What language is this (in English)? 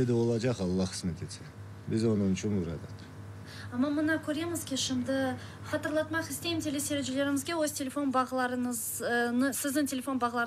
Crimean Tatar